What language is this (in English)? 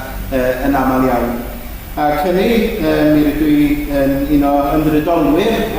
Welsh